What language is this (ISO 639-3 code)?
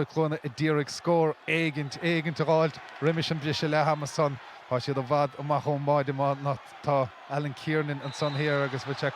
gle